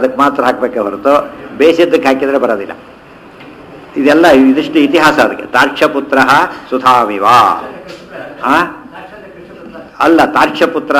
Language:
Kannada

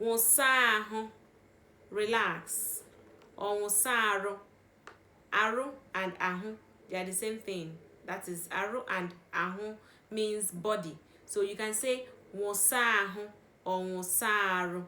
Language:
Igbo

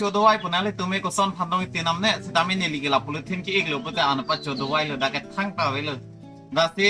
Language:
Karbi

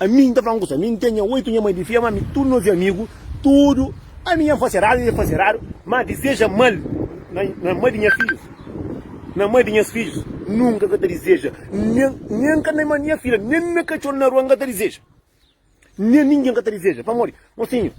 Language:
Kabuverdianu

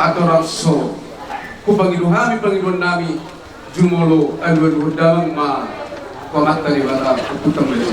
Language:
Batak Toba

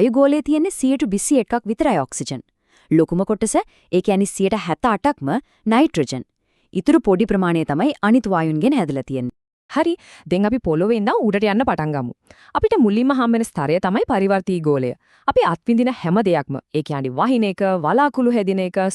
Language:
Sinhala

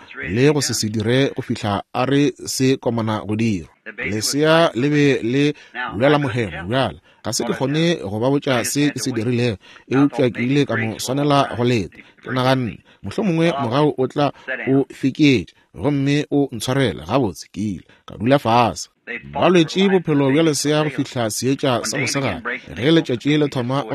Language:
Northern Sotho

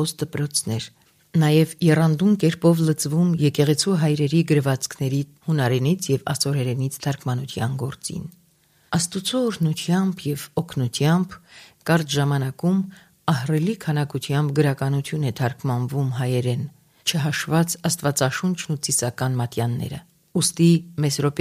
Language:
Armenian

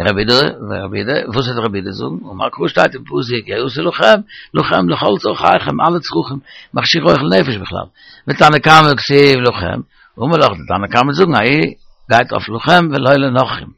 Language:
Yiddish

